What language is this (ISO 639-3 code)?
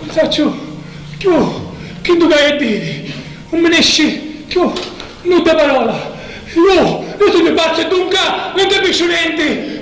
scn